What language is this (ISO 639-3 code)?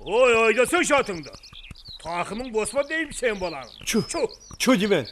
kaa